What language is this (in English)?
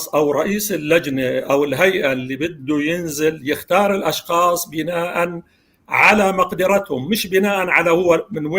North Levantine Arabic